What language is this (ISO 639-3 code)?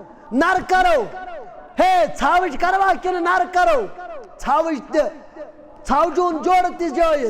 kas